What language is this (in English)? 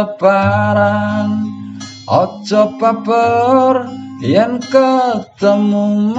Javanese